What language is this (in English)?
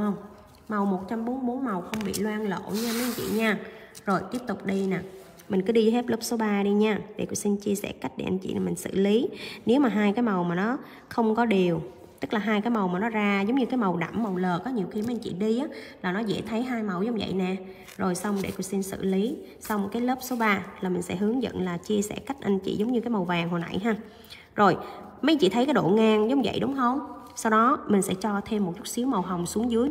Vietnamese